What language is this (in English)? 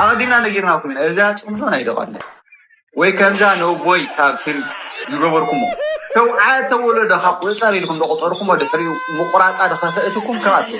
Tigrinya